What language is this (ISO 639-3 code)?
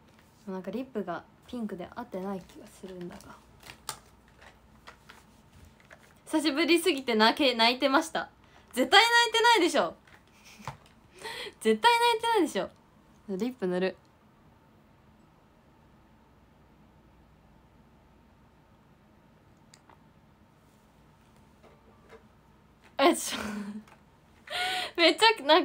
jpn